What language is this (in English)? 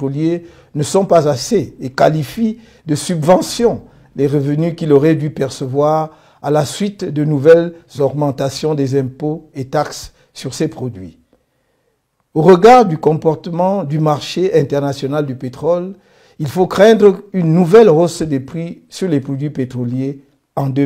French